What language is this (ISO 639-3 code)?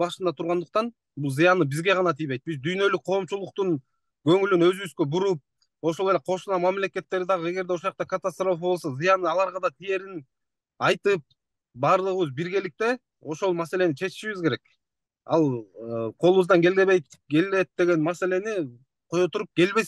kir